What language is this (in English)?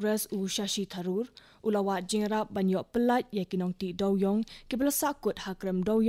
Khasi